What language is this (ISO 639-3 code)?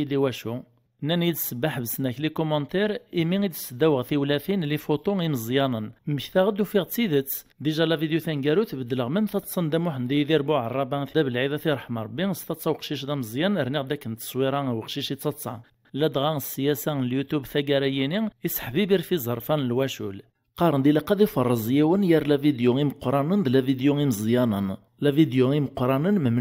kab